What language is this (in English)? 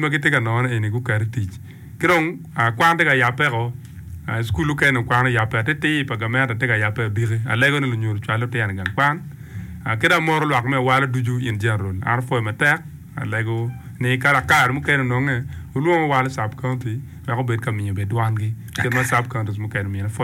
Acoli